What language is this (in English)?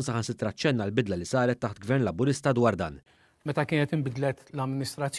Maltese